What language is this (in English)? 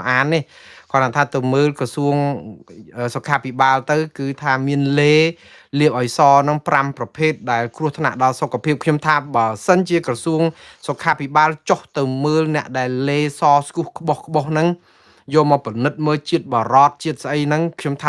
Khmer